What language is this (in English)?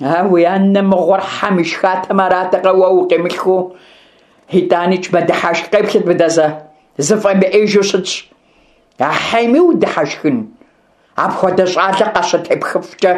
Kabardian